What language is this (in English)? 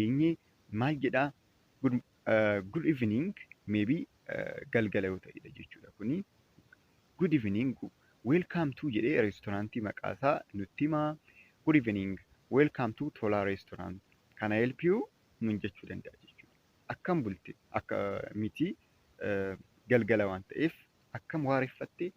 Oromo